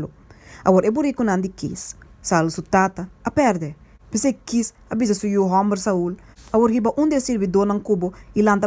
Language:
Papiamento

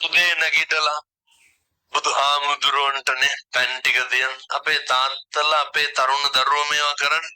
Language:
Sinhala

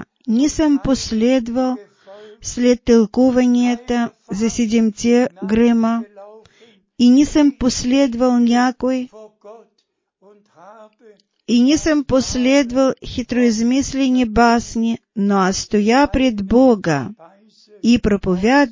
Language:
Bulgarian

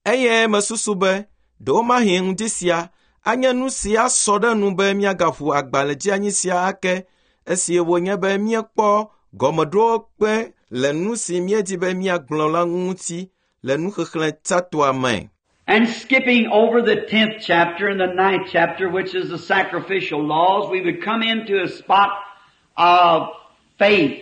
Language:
Ewe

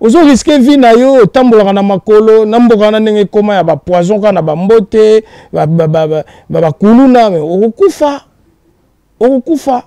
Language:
Lingala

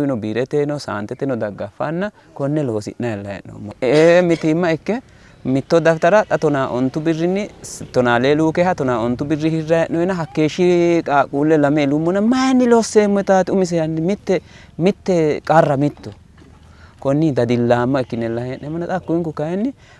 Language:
Sidamo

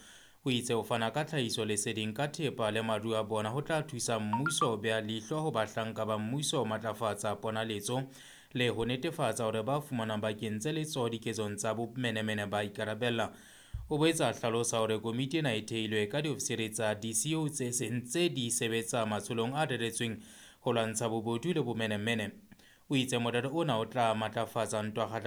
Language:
Southern Sotho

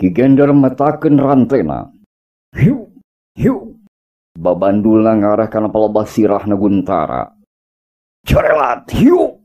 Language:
Sundanese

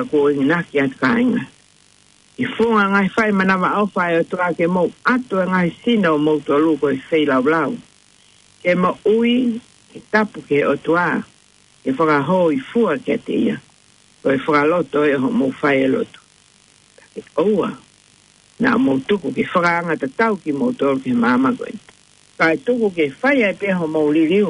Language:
Tongan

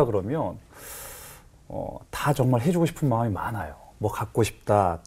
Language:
Korean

